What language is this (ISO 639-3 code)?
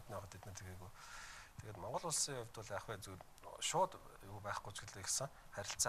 mon